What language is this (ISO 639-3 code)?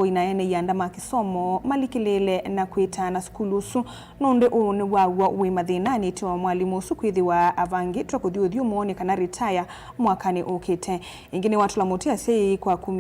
kam